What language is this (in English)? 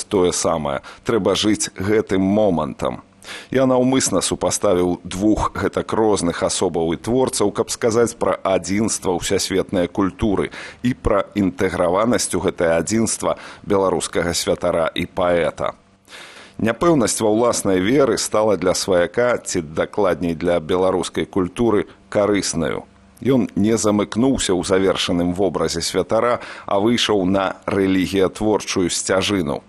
Belarusian